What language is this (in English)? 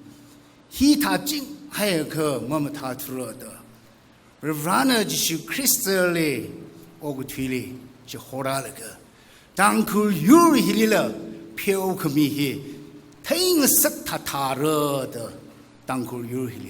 Tangkhul Naga (India)